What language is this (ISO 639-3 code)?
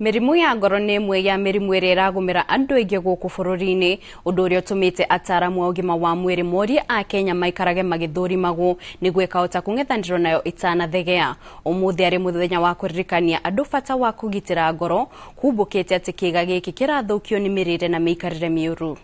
kik